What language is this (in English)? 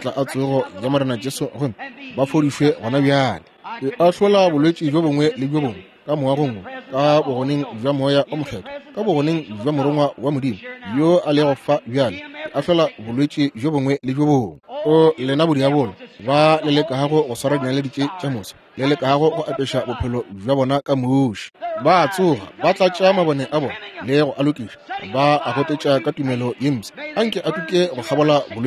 Northern Sotho